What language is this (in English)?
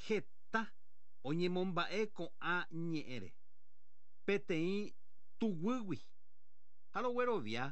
Guarani